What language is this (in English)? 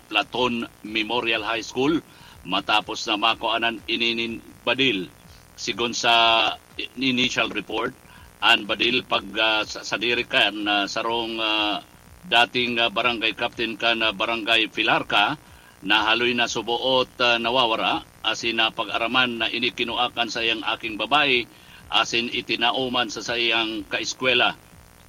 Bikol